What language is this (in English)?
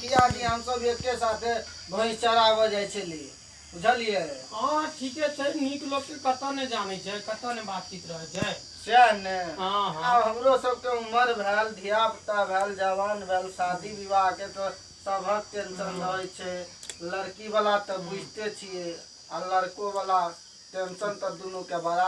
Maithili